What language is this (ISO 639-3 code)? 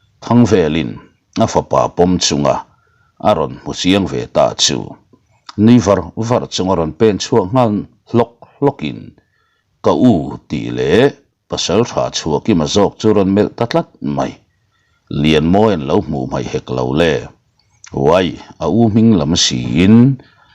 lus